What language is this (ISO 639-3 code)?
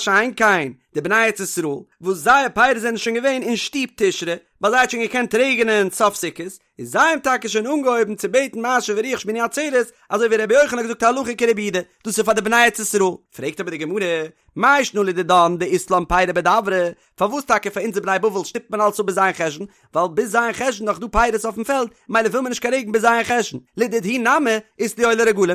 yid